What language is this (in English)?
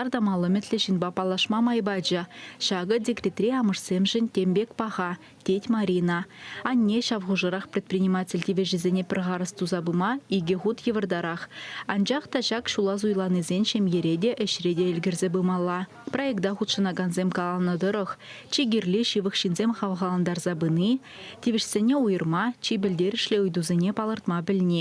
Chuvash